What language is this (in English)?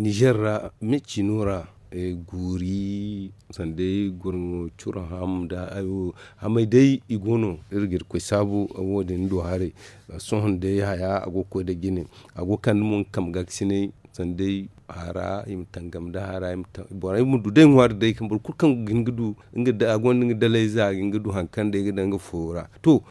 Zarma